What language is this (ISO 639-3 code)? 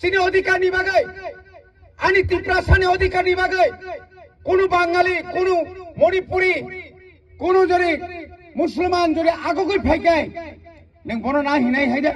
trp